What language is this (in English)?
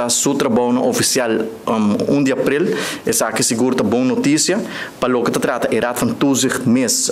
Papiamento